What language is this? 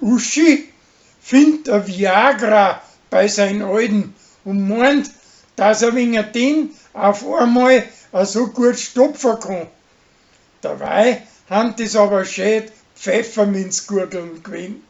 Bavarian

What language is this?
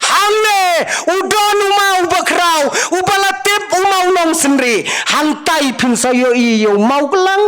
Khasi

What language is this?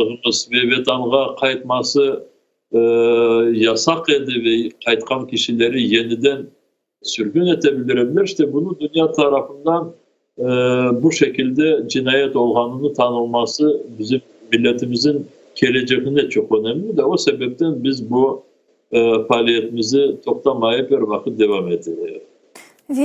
Crimean Tatar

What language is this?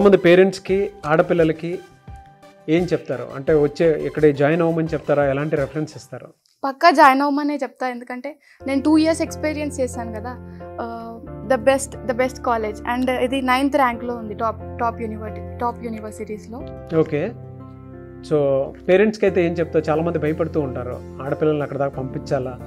Telugu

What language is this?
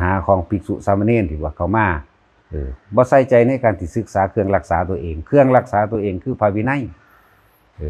Northeastern Thai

